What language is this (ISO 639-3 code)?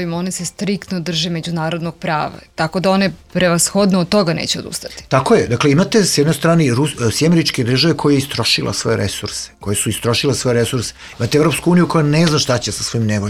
srp